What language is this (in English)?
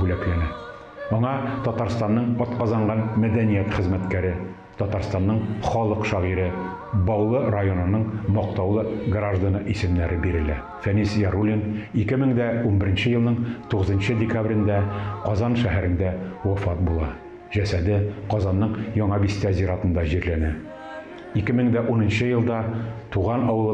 Tatar